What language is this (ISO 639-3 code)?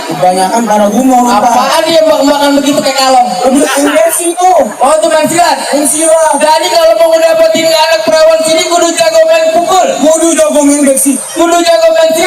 bew